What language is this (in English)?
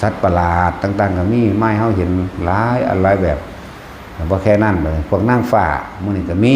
Lao